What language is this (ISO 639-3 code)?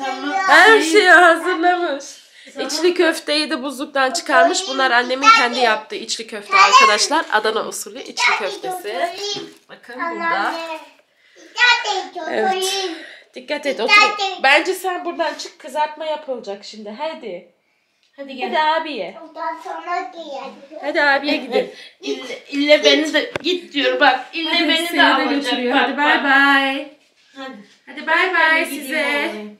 tur